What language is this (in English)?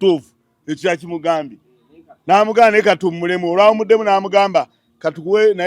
Ganda